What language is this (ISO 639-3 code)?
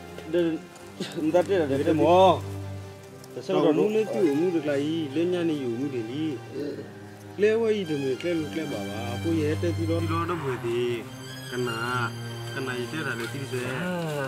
ksw